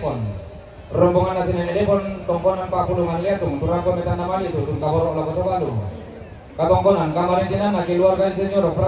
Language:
Toraja-Sa'dan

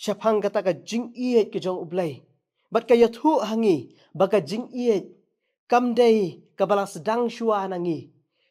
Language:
Khasi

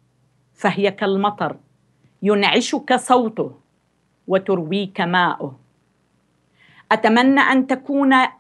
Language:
Arabic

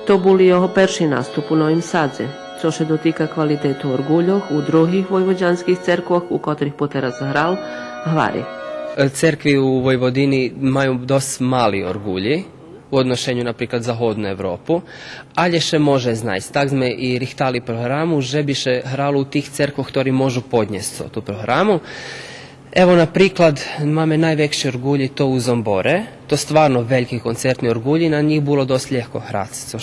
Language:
Rusyn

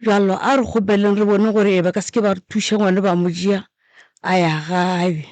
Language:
Northern Sotho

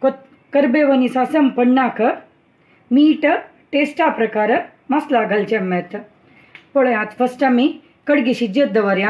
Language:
Konkani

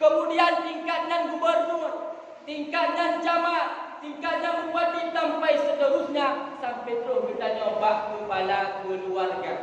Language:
Achinese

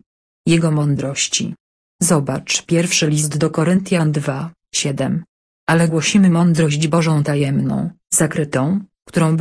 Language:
Polish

